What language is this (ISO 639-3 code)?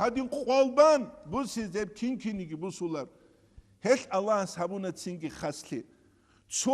ava